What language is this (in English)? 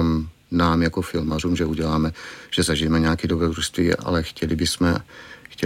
Czech